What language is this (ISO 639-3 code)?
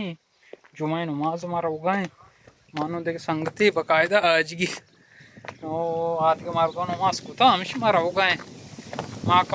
bal